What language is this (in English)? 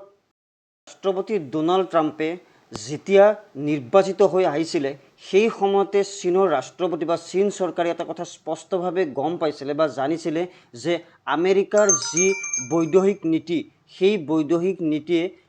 Assamese